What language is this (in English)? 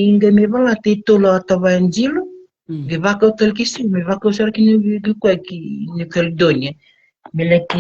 Fijian